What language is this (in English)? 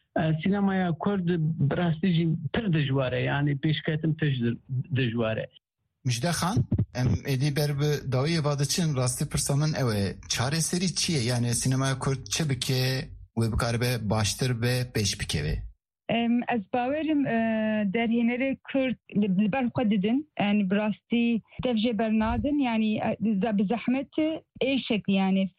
Kurdish